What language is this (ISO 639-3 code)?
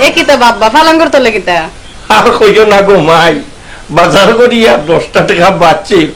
syl